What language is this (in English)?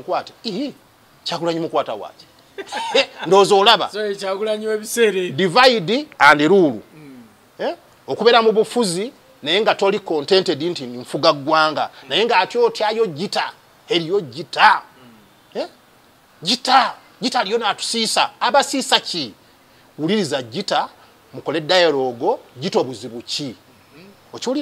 Ganda